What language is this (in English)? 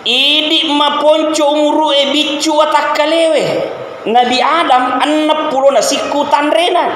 Buginese